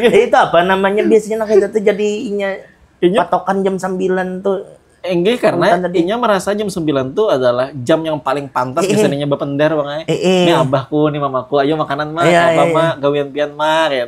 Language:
Banjar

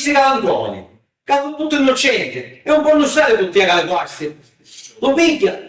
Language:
Sicilian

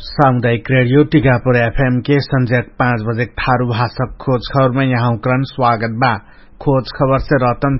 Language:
Dangaura Tharu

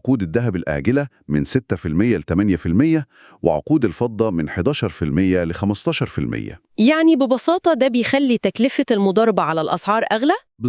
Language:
Egyptian Arabic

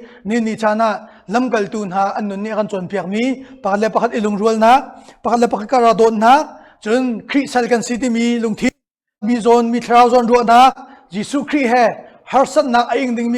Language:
Hakha Chin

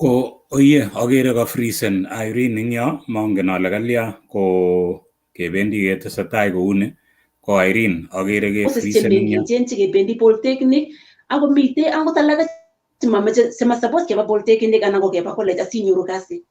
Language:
Kalenjin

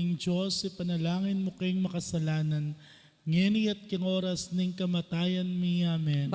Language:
Pampanga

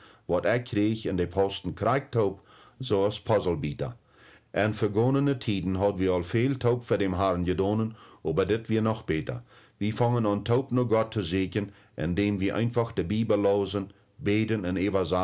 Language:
Plautdietsch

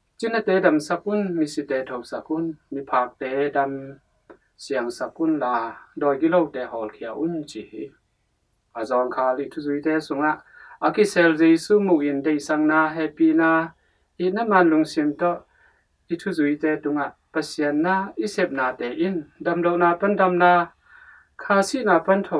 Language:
Tedim Chin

